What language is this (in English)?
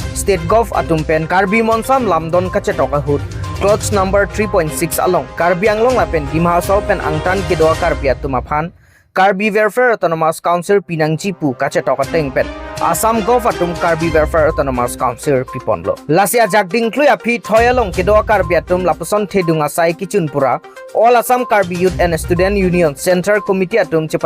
Karbi